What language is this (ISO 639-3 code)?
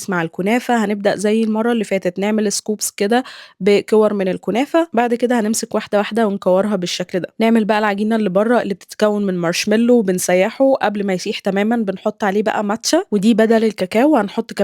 arz